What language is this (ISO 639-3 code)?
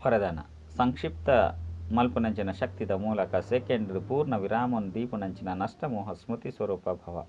tcy